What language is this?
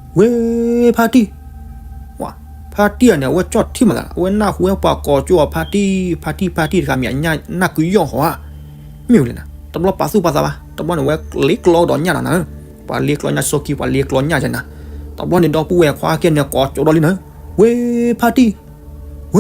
S'gaw Karen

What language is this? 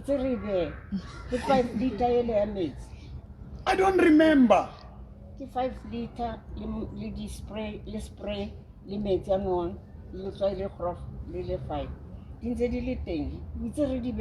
Southern Sotho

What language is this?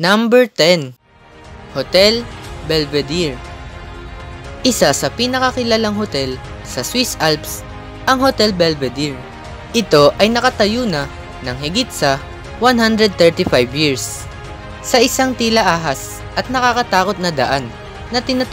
Filipino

